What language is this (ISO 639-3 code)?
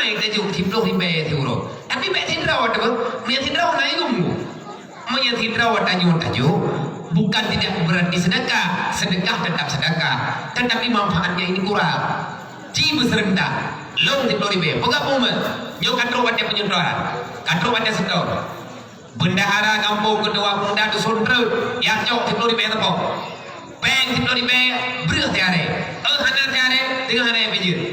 ace